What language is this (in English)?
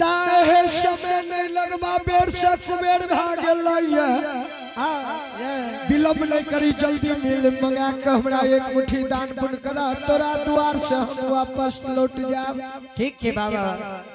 Angika